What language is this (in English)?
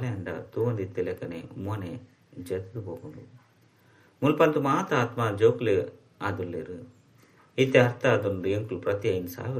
Tulu